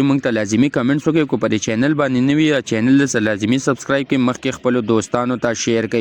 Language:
Pashto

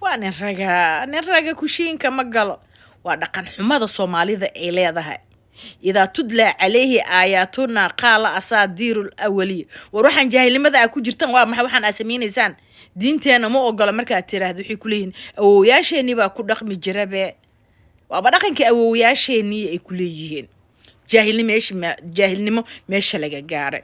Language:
Somali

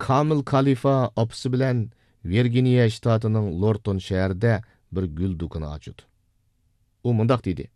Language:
Uyghur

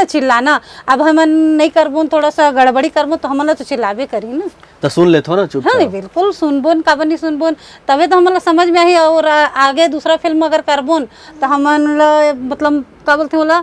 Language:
Chhattisgarhi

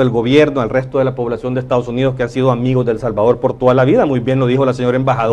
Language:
Spanish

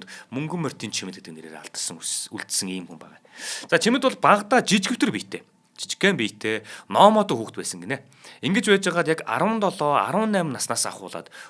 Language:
Mongolian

